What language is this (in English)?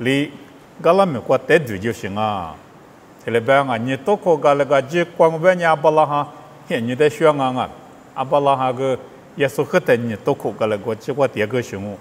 Lisu